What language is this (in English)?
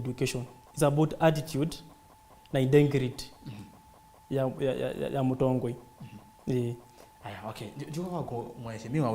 Kamba